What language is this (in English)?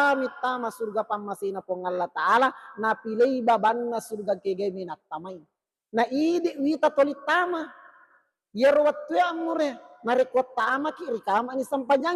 Buginese